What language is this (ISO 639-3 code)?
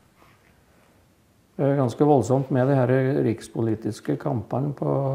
nor